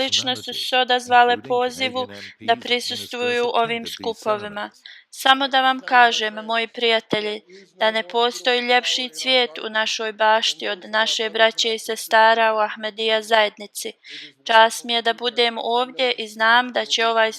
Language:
Bosnian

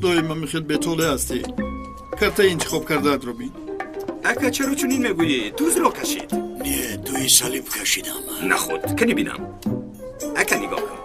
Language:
Tajik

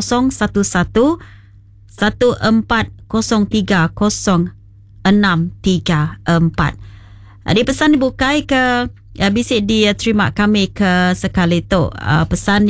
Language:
Iban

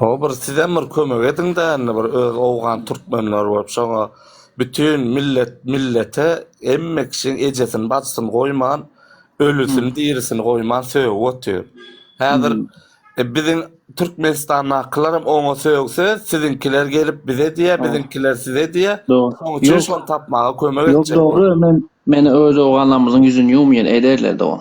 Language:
Turkmen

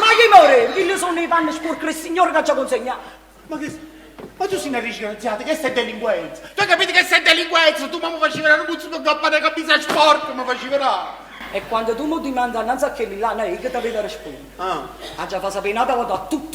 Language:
Neapolitan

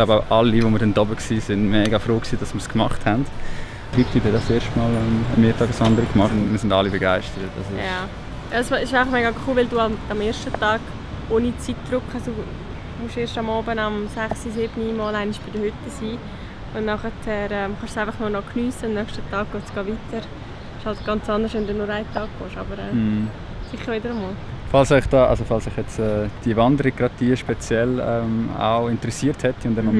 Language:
Swiss German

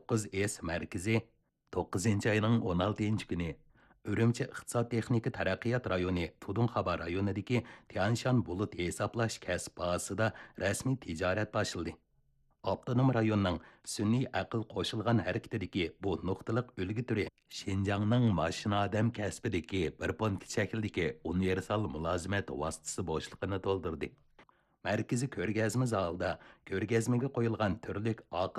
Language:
Uyghur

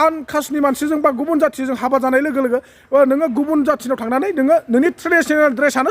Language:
Bodo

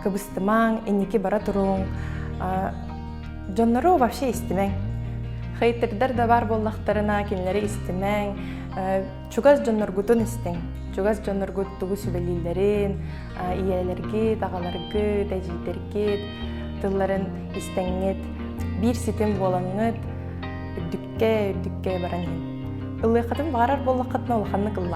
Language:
Yakut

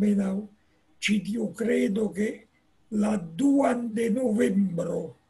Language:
Esperanto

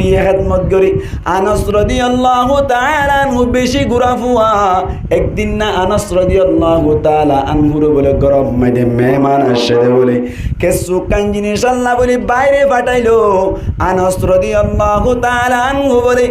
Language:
Rohingya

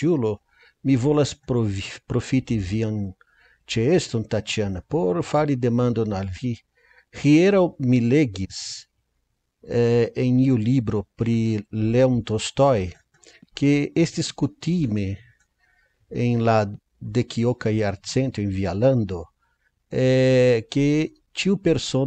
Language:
Esperanto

